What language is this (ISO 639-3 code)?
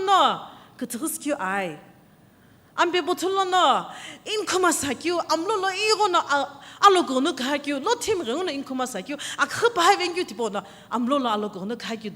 nsm